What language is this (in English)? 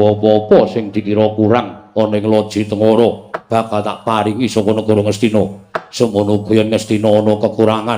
Javanese